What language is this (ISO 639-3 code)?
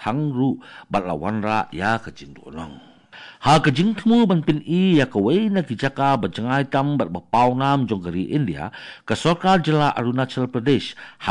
kha